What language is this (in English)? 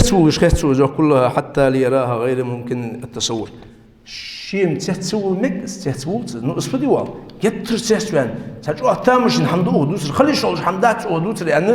Ingush